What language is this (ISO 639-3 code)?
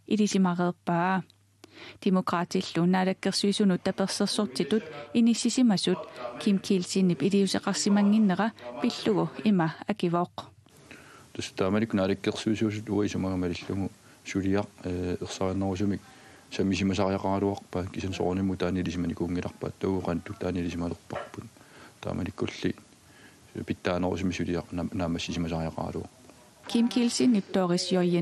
kal